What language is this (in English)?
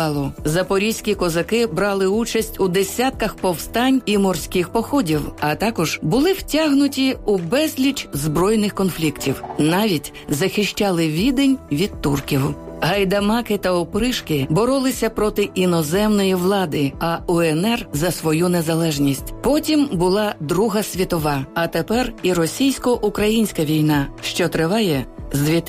Ukrainian